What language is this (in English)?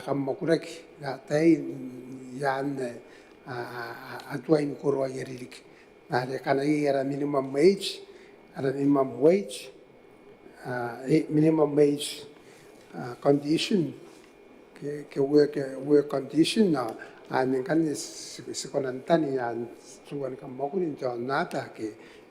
Gilbertese